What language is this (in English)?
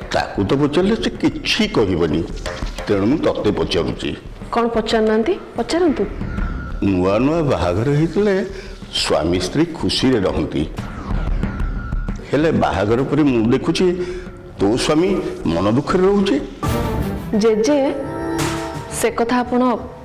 Odia